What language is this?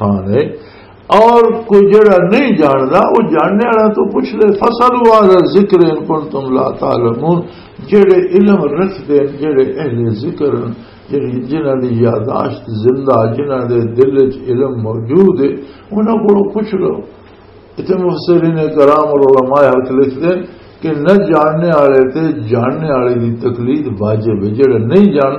Western Panjabi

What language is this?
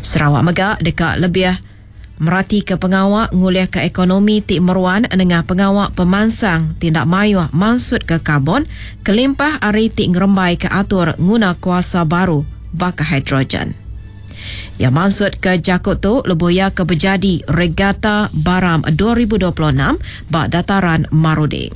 Iban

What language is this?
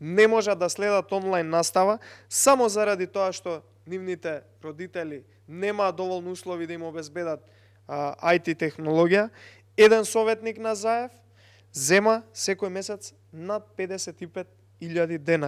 Macedonian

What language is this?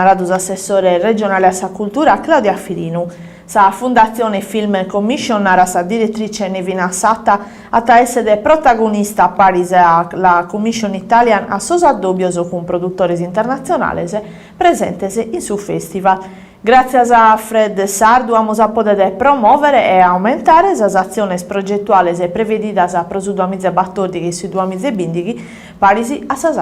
Sardinian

